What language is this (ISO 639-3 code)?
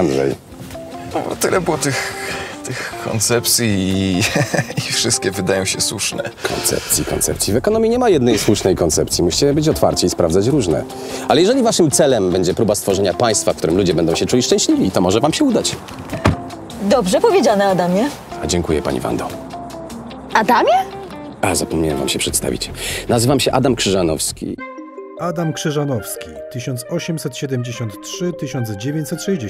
pol